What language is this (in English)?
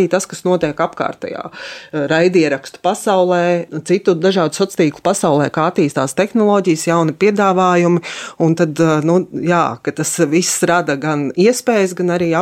Latvian